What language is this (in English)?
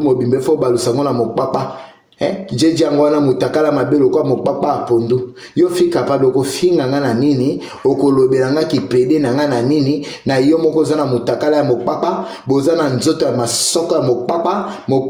Lingala